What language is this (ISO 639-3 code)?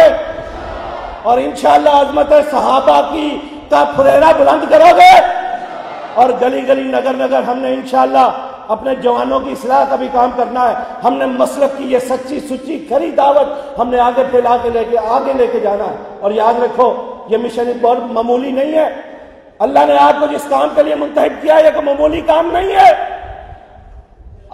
urd